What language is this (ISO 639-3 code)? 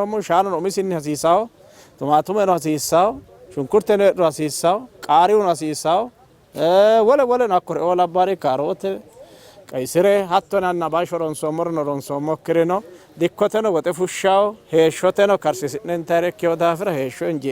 sid